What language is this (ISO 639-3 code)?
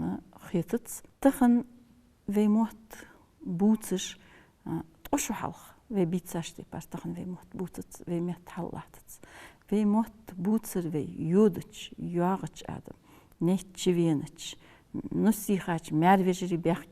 inh